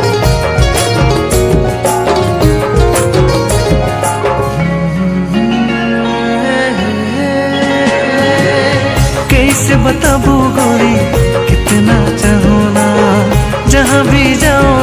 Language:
Sadri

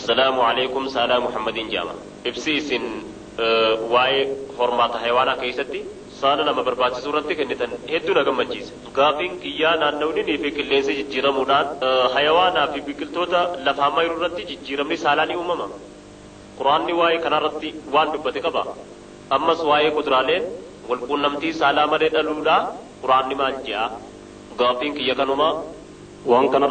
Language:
Oromo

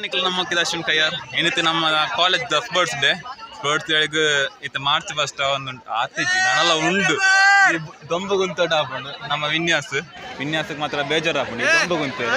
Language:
Tulu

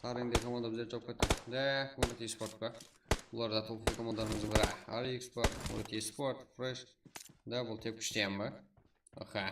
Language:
Kara-Kalpak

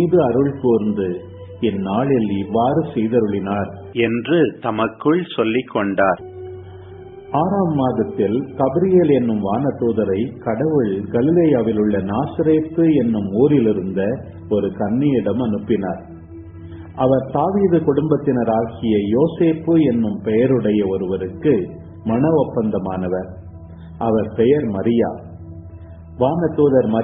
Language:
Tamil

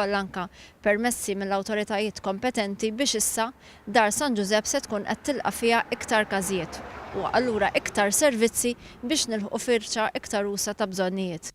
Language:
Maltese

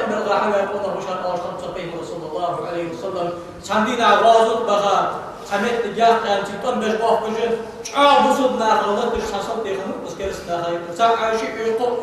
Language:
Ingush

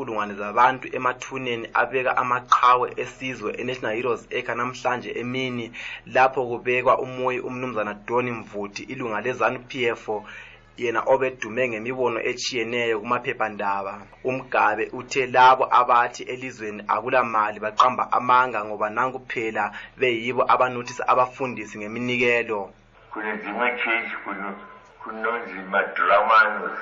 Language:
North Ndebele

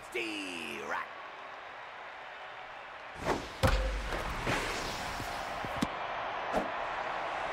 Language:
English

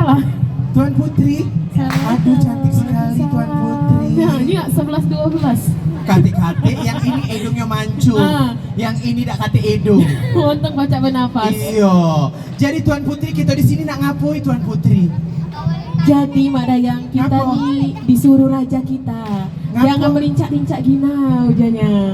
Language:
Musi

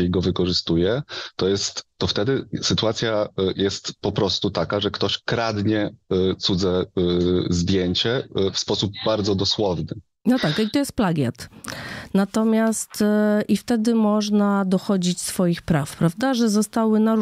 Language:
Polish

